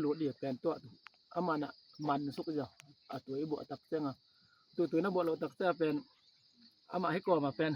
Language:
Tedim Chin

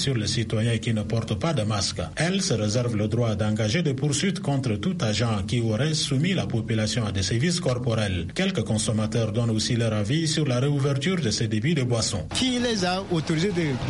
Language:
French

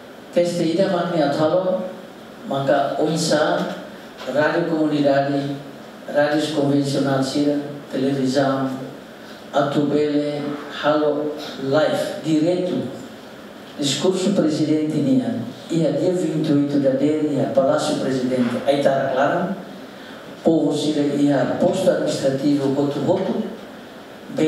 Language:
Tetum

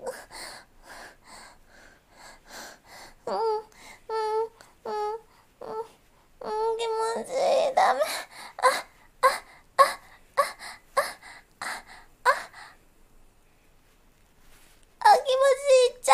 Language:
Japanese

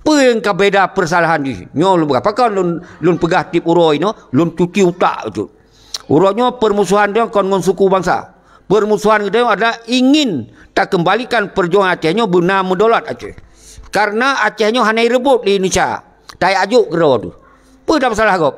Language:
Achinese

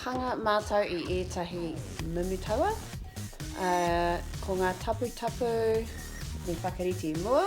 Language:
Māori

